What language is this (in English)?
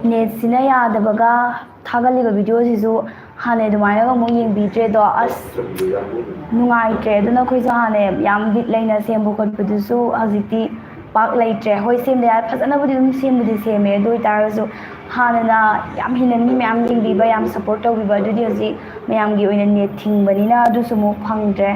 Manipuri